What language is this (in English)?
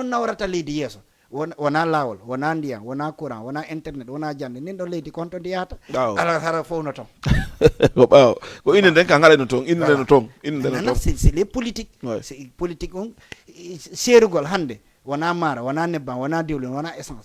Fula